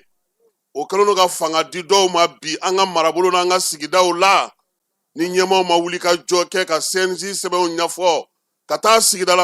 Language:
Bambara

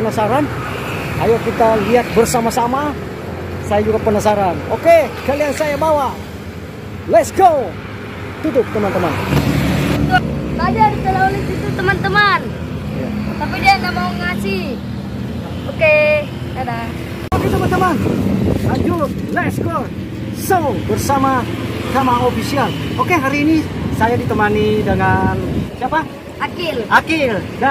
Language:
Indonesian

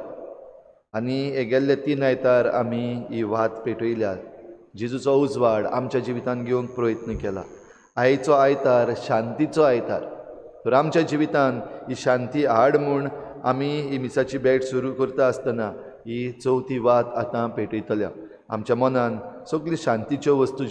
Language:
Konkani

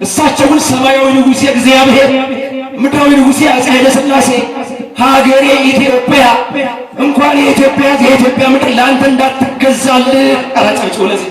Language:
Amharic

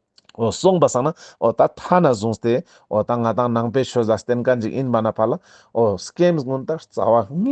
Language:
Ladakhi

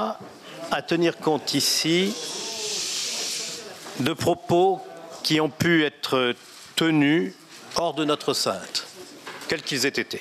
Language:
French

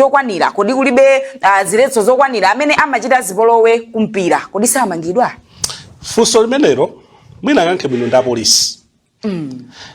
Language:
Nyanja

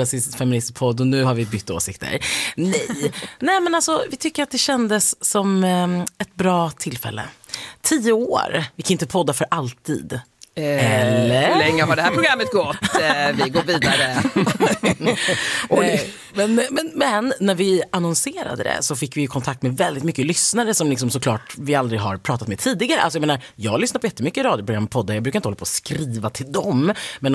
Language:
Swedish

